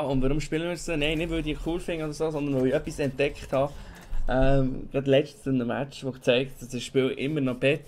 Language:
Swiss German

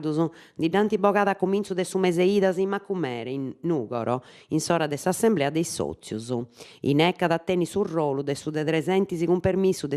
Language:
Sardinian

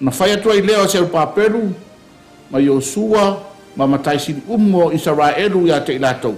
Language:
Samoan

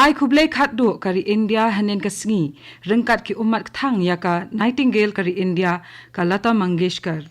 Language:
Khasi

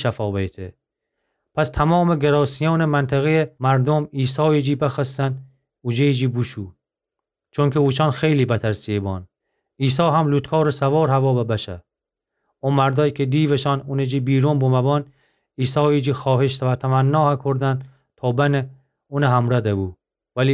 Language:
Gilaki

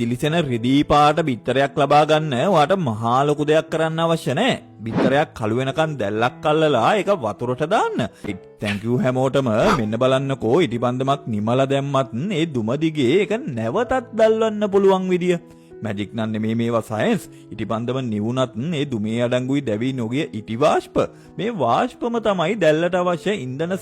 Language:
Sinhala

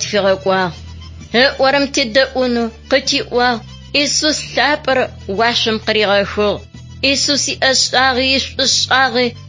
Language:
Adyghe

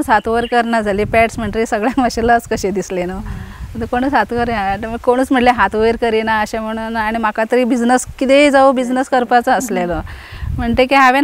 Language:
Konkani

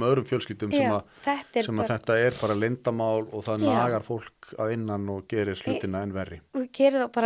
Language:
Icelandic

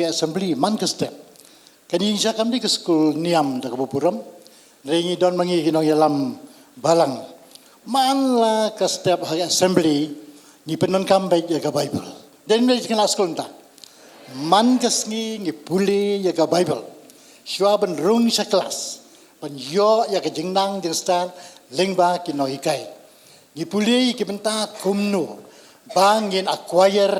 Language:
Khasi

